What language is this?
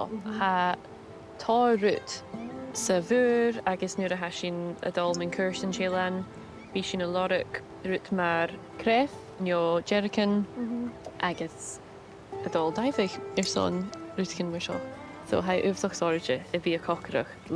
Scottish Gaelic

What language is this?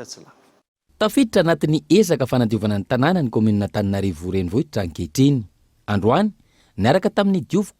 Malagasy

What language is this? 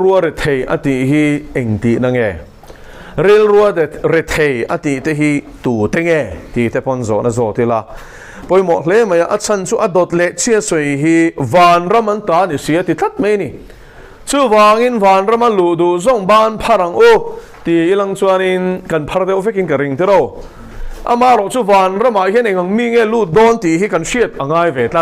Mizo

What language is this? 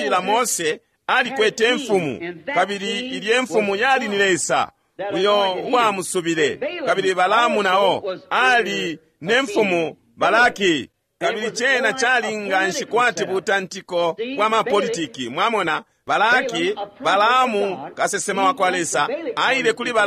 Bemba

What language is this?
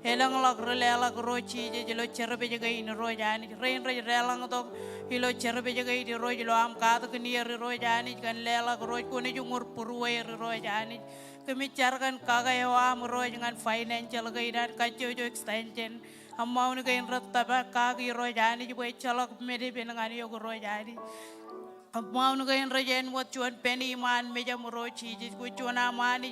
Marshallese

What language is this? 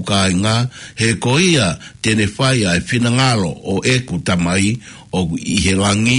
Tongan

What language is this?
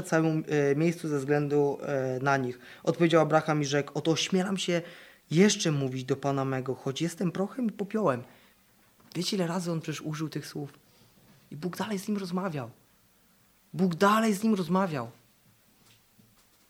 Polish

